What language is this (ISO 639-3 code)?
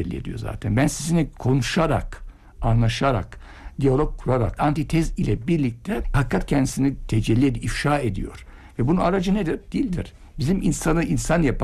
tur